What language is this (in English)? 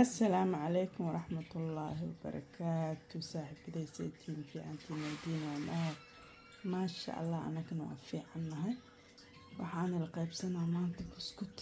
Somali